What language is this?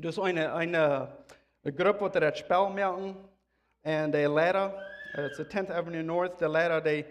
Plautdietsch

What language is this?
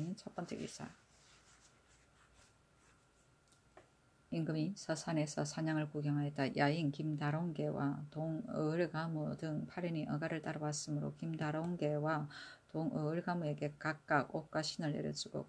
Korean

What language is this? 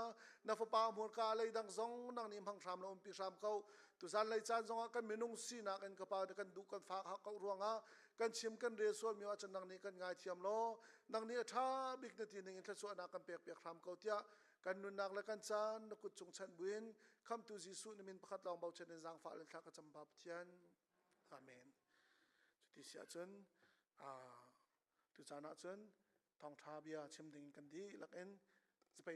Hakha Chin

